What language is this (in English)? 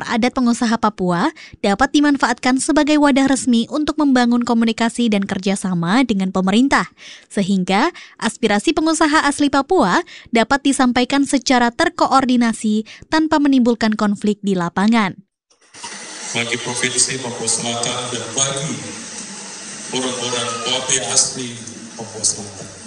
Indonesian